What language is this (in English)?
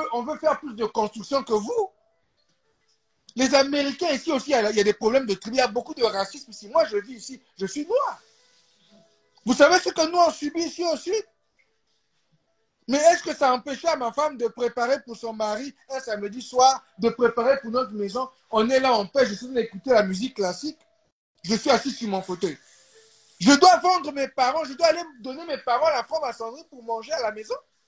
French